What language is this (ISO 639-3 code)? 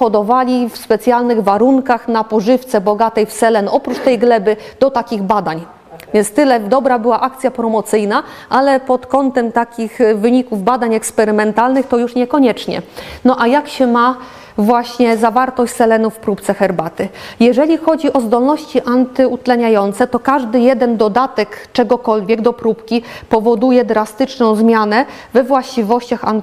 pol